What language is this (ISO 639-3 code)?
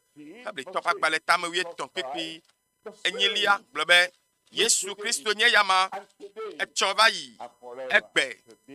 ewe